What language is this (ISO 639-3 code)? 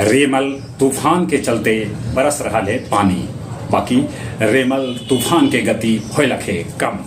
mag